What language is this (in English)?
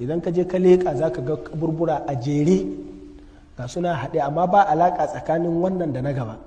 Hausa